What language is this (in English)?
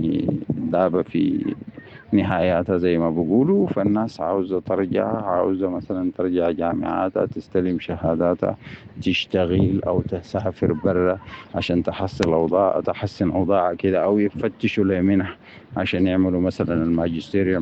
Sudanese Arabic